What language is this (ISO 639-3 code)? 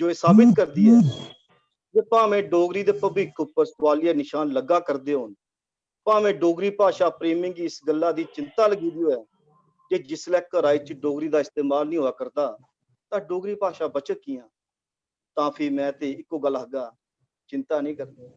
doi